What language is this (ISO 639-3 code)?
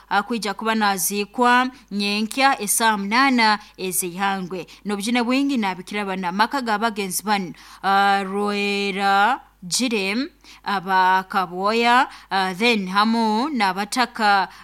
nyo